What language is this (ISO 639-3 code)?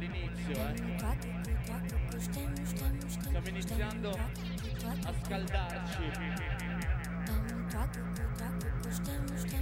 ita